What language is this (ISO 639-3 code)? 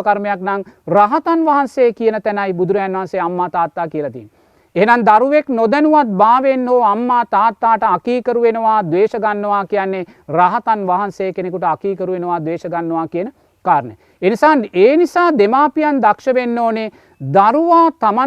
sin